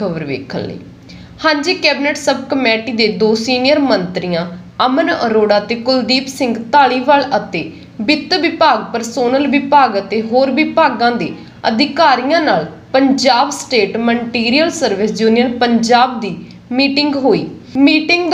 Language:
Punjabi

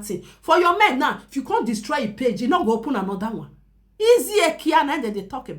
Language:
Nigerian Pidgin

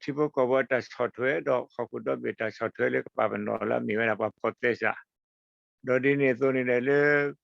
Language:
S'gaw Karen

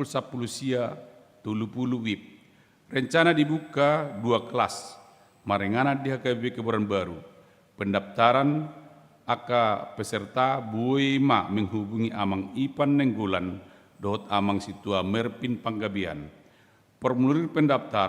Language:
Batak Toba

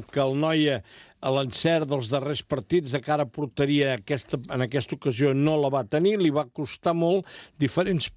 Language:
Catalan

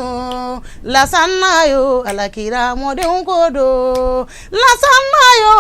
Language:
Bambara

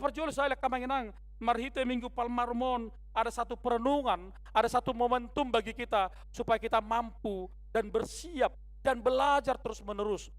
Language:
Batak Toba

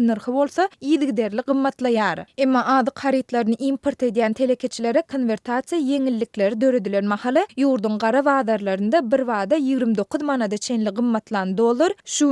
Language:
Turkmen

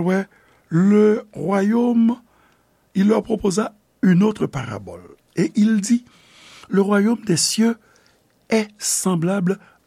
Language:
Haitian Creole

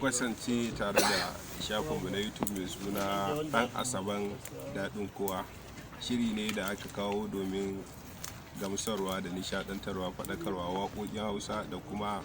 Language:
Hausa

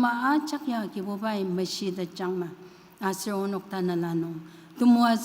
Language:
Ao Naga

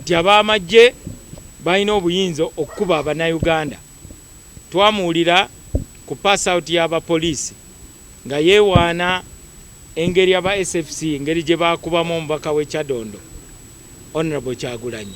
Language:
Ganda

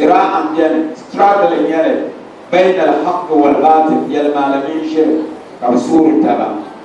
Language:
Dagbani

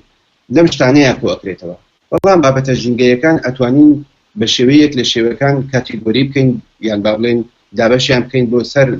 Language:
Central Kurdish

